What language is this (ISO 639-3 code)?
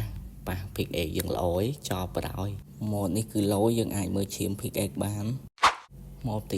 khm